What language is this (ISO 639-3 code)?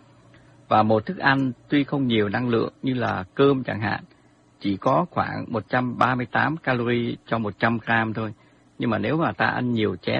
vie